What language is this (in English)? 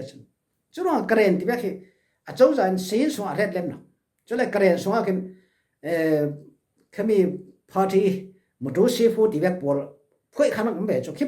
Falam Chin